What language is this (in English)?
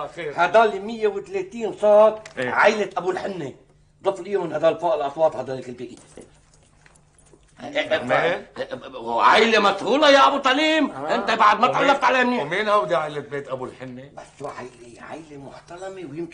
North Levantine Arabic